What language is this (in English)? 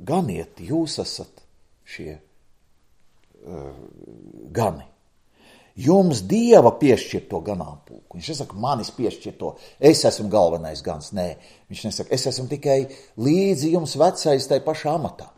Latvian